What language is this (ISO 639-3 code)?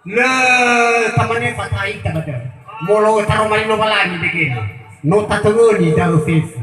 nia